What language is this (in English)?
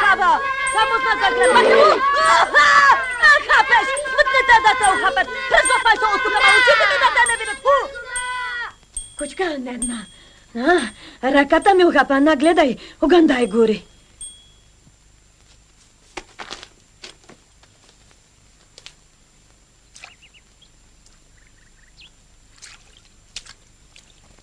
Bulgarian